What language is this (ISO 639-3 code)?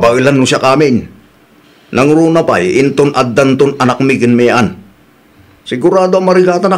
ilo